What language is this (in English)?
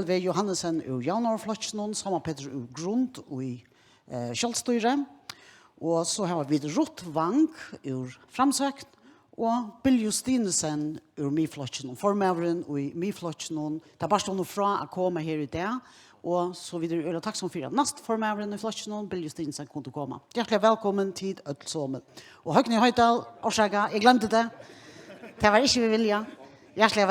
Faroese